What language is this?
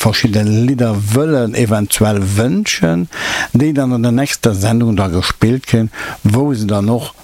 Luxembourgish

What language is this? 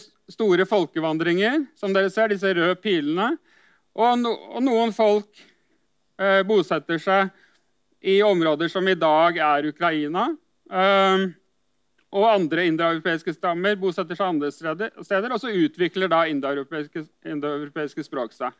Norwegian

